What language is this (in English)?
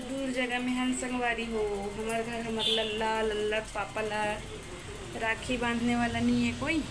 Chhattisgarhi